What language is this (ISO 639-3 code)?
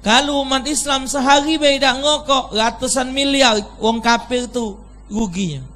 mui